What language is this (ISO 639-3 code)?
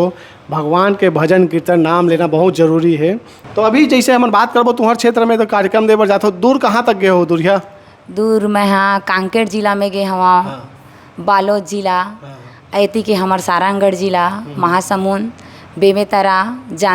hne